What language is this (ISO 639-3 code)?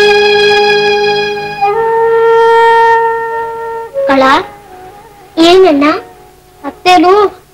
kan